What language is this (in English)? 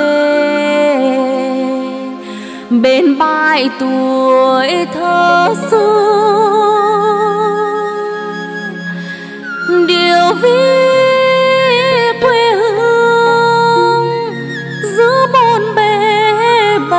Vietnamese